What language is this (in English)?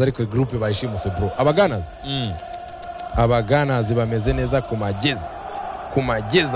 Kinyarwanda